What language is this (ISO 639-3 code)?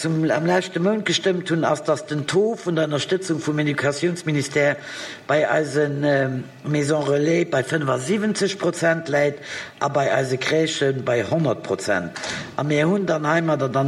ltz